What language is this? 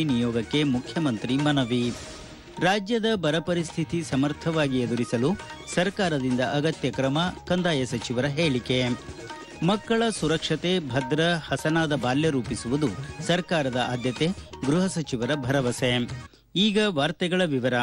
Kannada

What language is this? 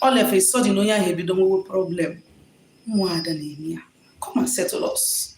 Igbo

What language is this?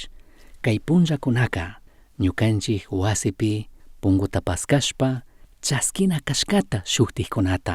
Chimborazo Highland Quichua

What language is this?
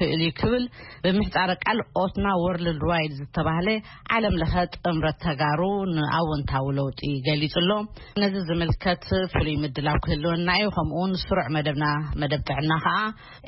Tigrinya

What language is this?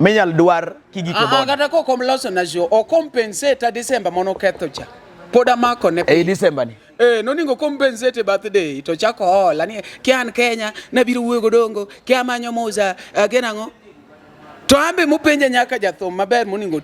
Luo (Kenya and Tanzania)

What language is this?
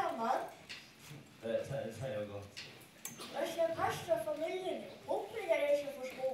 Faroese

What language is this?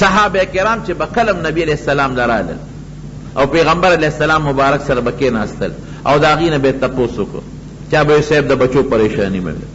Pashto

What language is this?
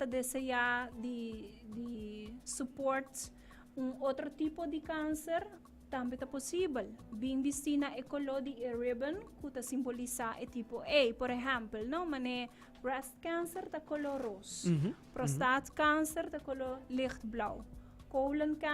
Papiamento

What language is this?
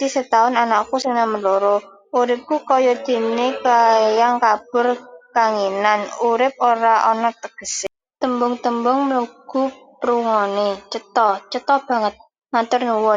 Javanese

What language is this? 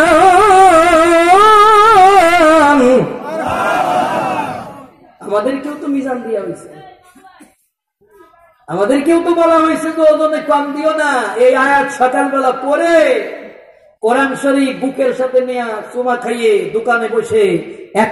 Bangla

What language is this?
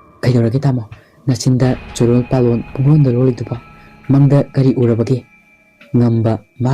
Manipuri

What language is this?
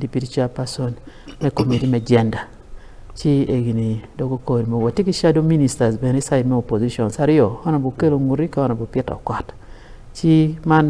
Acoli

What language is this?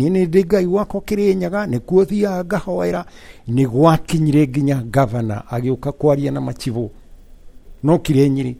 Kikuyu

